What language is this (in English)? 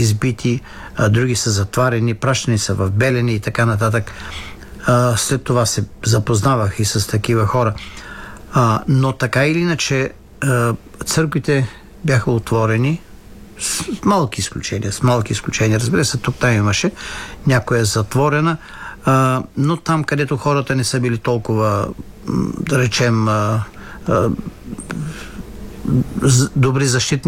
Bulgarian